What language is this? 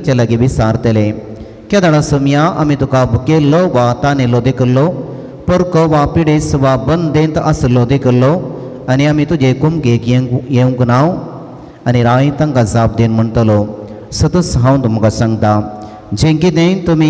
Konkani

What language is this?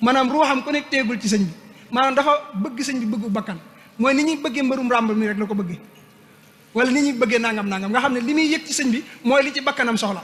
Wolof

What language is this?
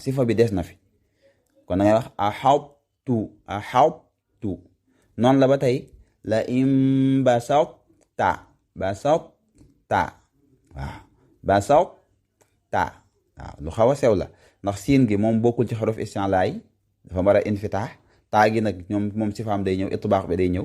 Wolof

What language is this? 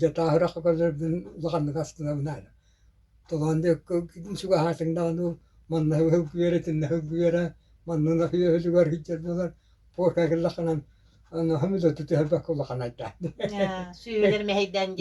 Yakut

